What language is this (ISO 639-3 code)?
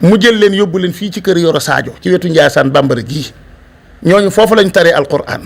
wol